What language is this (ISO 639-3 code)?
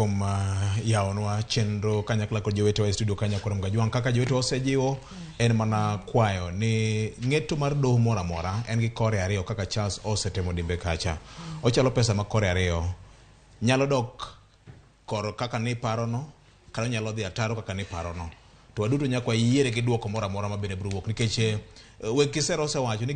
luo